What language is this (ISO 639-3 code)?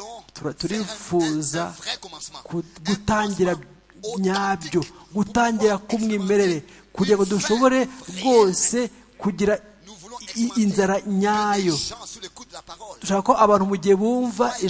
kin